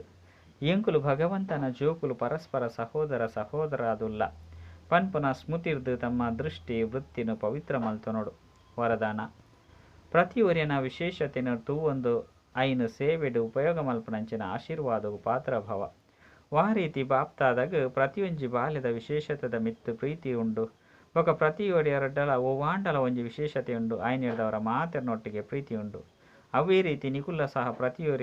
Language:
Tulu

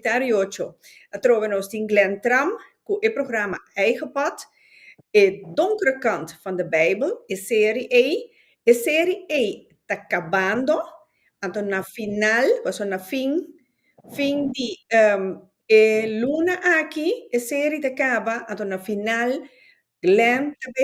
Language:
Papiamento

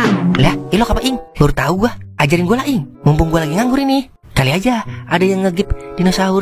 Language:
Betawi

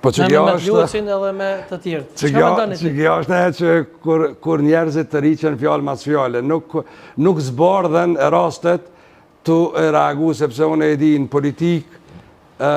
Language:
Albanian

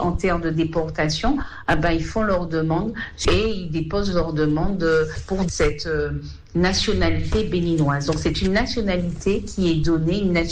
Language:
French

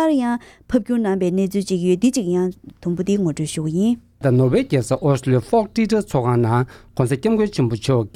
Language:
Tibetan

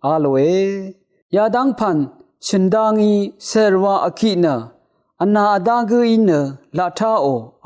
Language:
Rawang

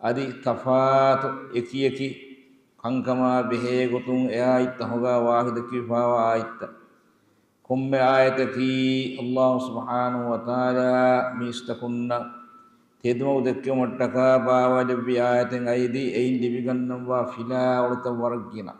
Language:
Divehi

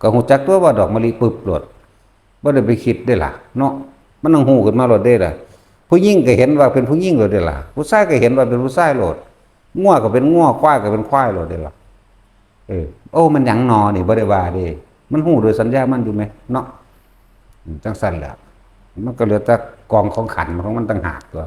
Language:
Northeastern Thai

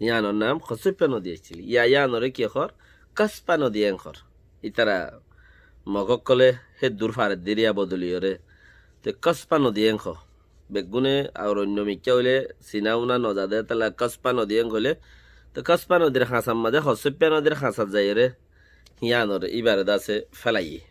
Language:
Rohingya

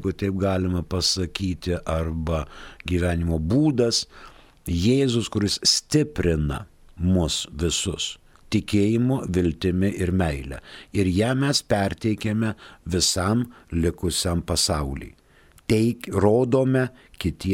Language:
Lithuanian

